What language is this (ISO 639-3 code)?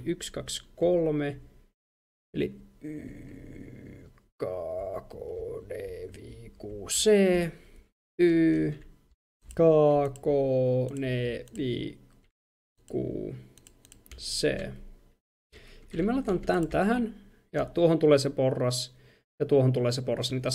fin